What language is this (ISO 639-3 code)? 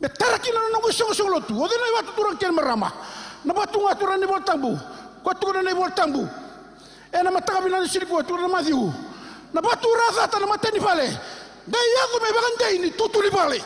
fij